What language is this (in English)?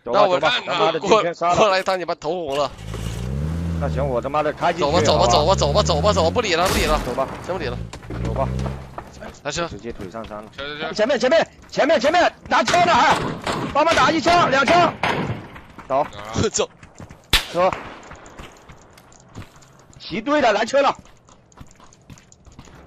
Chinese